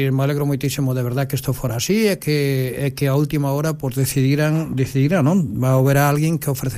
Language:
Galician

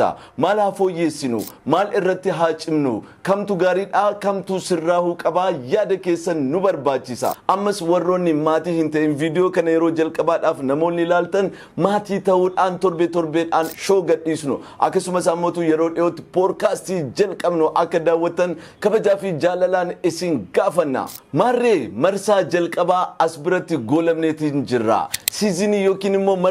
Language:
Oromo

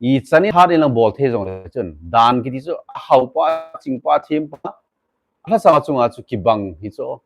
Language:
Thado Chin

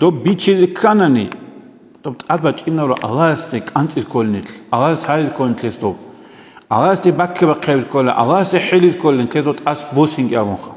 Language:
Avaric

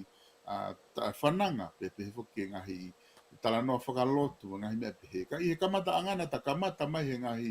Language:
Tongan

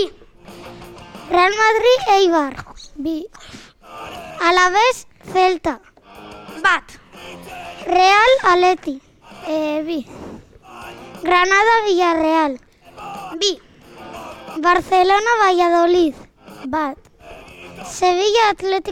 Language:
Basque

